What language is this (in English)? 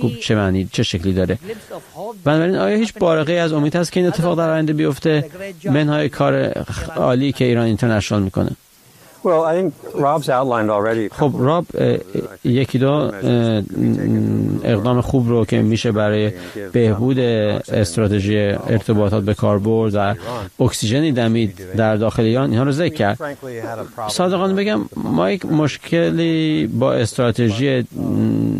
Persian